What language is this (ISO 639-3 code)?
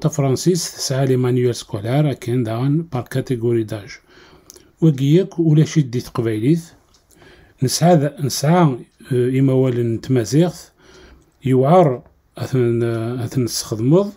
kab